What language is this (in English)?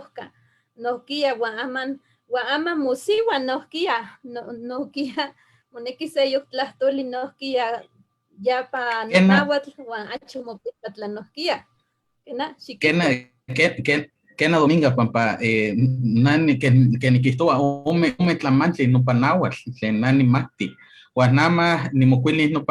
Eastern Huasteca Nahuatl